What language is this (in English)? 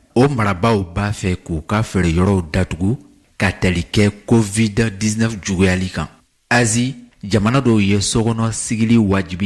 Bambara